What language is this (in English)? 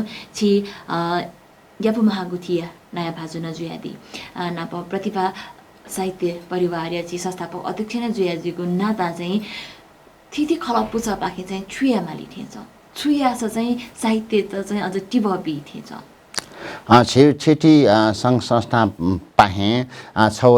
Newari